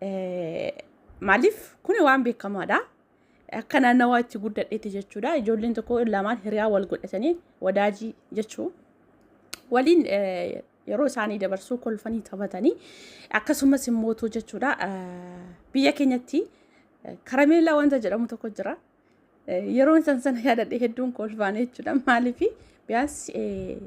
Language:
Oromo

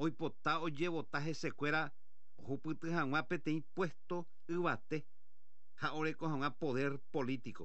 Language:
Guarani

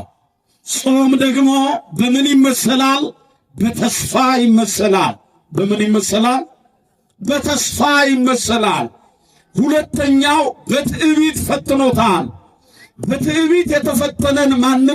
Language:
Amharic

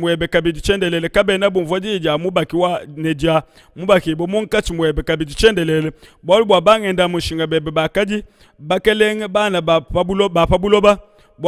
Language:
Luba-Lulua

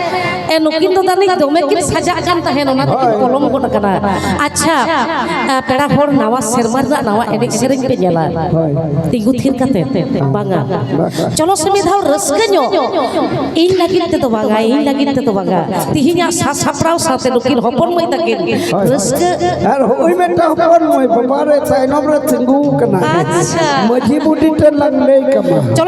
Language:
Santali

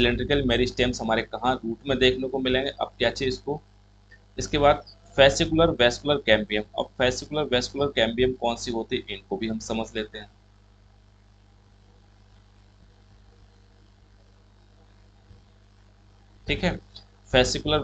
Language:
Hindi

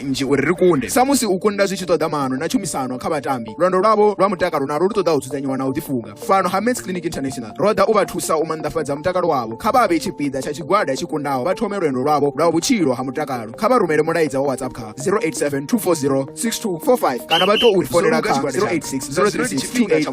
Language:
Venda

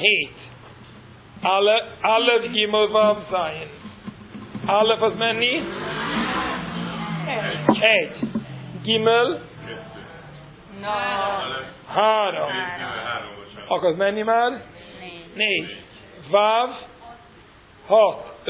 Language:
Hungarian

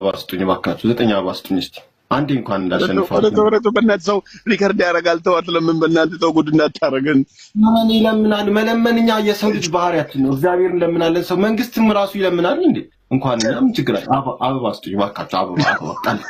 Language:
Amharic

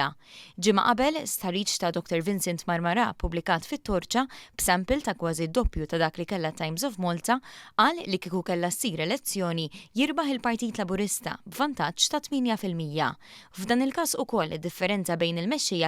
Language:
Maltese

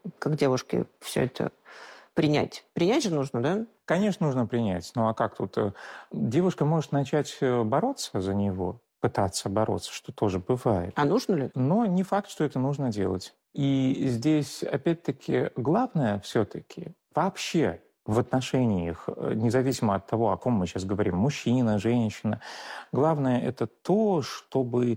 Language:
Russian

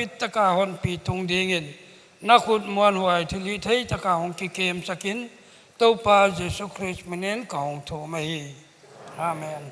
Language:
Paite Chin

